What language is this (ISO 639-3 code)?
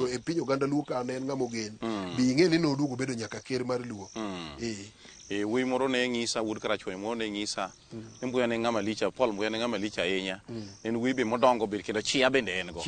luo